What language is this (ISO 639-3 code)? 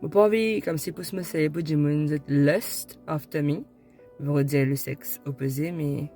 mfe